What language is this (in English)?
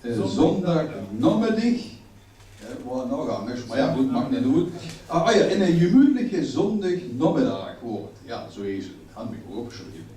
Limburgish